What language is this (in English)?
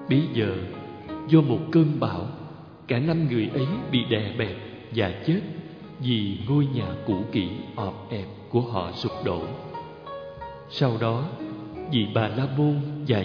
Vietnamese